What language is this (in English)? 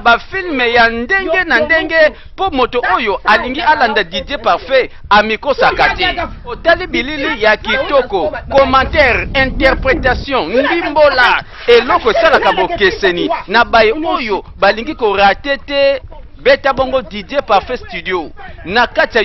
Lingala